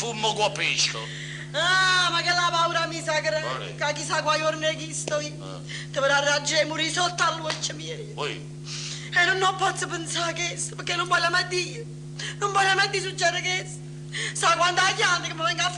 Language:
Neapolitan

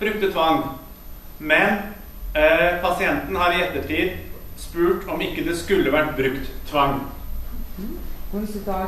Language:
Norwegian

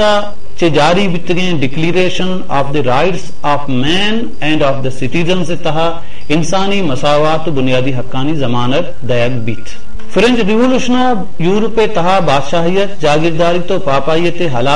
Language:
Baluchi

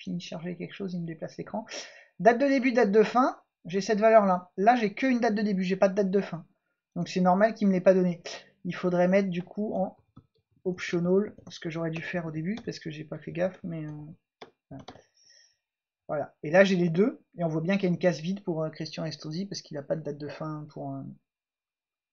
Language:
French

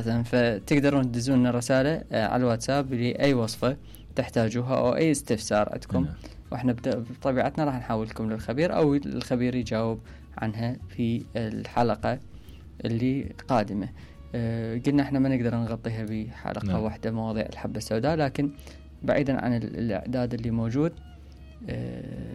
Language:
Mesopotamian Arabic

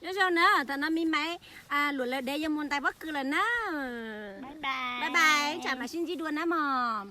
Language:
Hmong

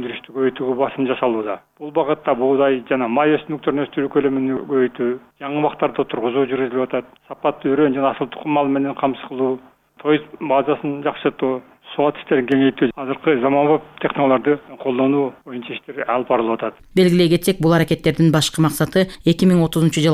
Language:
Kyrgyz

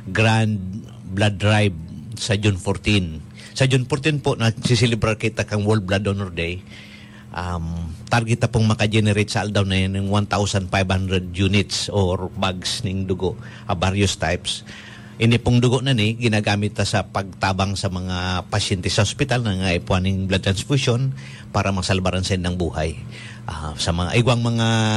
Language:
Bikol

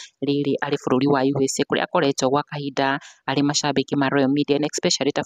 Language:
Kikuyu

